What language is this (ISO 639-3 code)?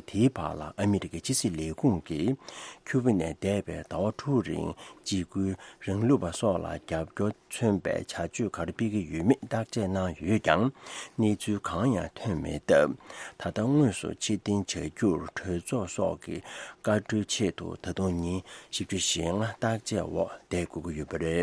bod